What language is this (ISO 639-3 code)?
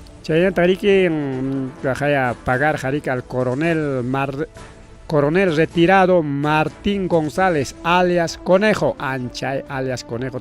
quy